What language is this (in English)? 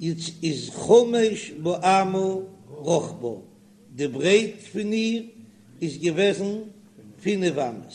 Yiddish